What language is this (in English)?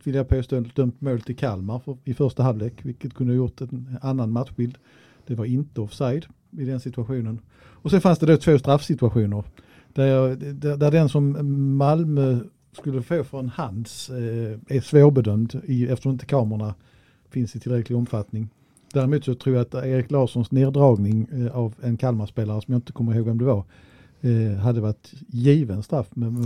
Swedish